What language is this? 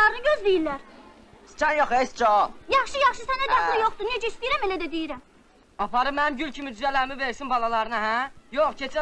Azerbaijani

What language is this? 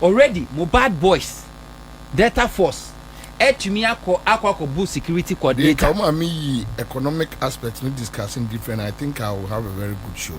Akan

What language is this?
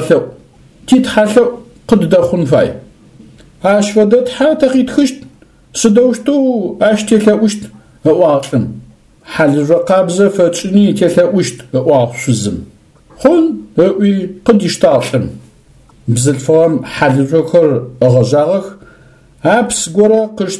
Adyghe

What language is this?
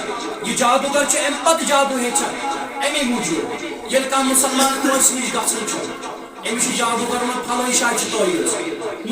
Kashmiri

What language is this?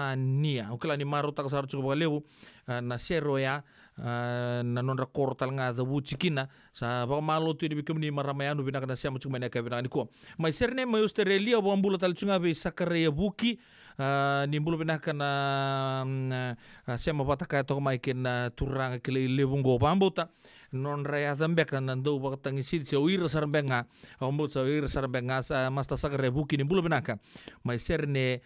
Fijian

